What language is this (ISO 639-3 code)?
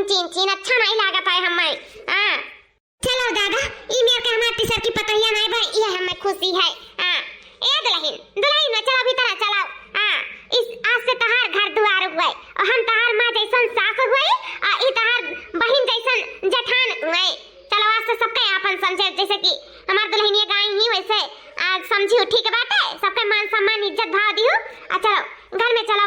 awa